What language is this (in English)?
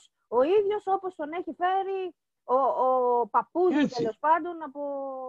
Greek